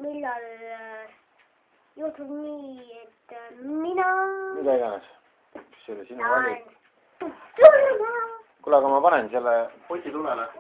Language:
Estonian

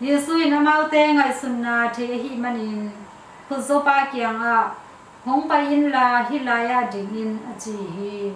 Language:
Tedim Chin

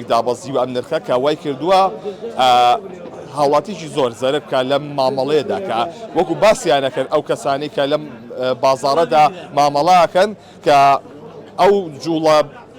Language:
Central Kurdish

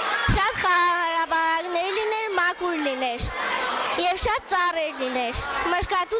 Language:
Armenian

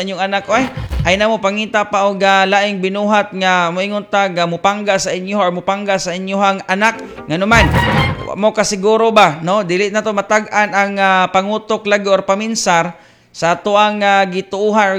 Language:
Cebuano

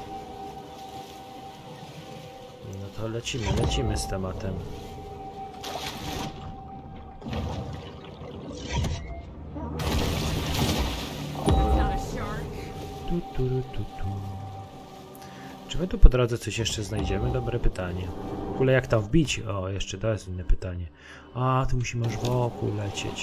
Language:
Polish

